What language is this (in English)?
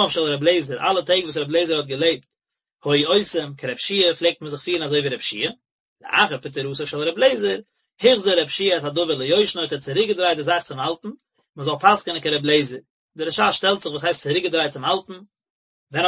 Yiddish